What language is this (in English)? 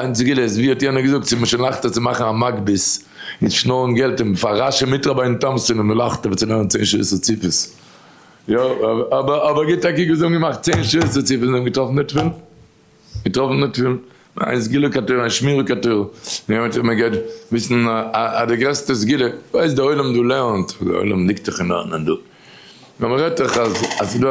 Yiddish